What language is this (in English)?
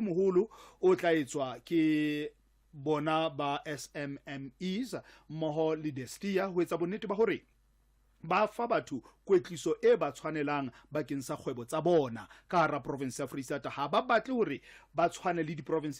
Southern Sotho